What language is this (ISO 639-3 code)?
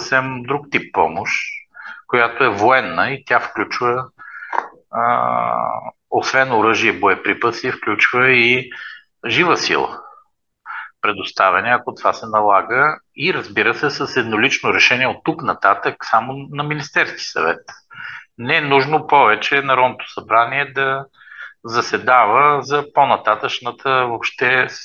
bul